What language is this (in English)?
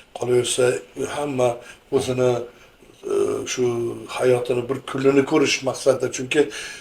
Uzbek